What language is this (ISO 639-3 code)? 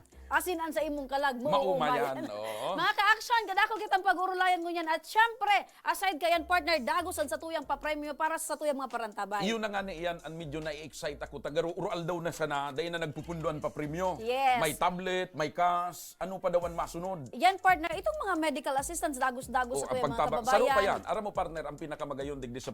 bik